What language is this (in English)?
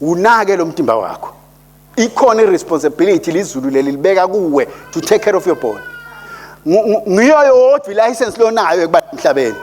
Swati